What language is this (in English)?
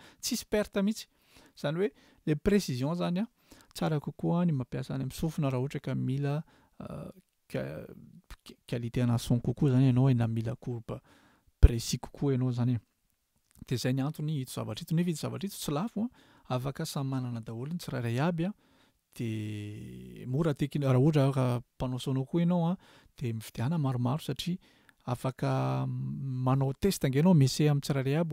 Malagasy